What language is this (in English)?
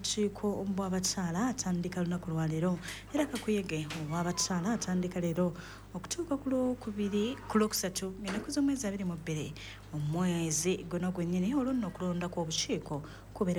Ganda